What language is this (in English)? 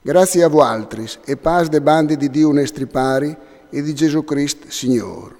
Friulian